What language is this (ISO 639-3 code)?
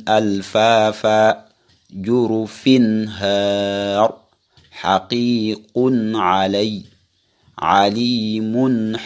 wol